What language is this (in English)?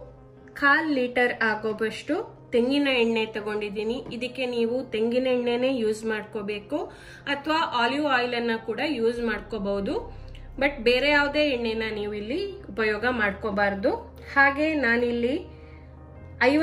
Kannada